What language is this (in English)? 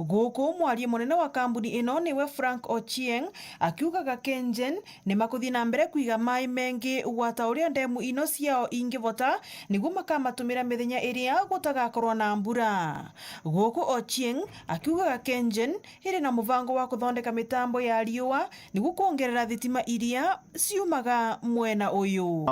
Meru